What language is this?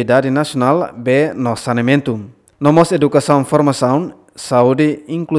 Tetum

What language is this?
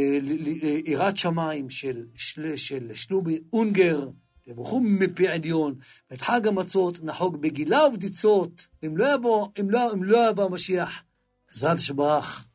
Hebrew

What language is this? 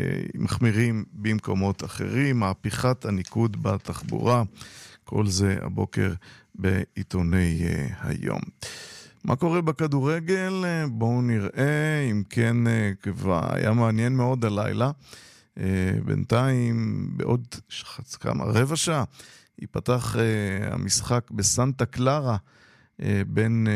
Hebrew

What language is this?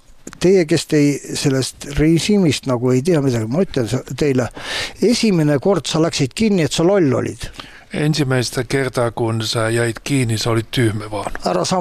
Estonian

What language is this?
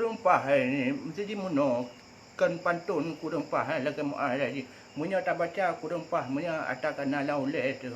Achinese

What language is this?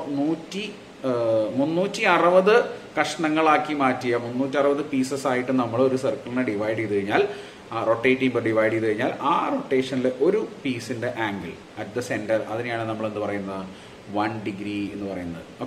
Malayalam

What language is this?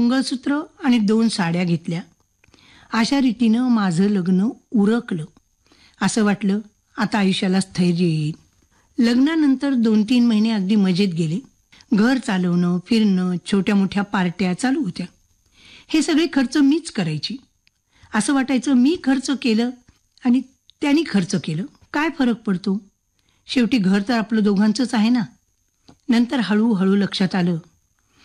Marathi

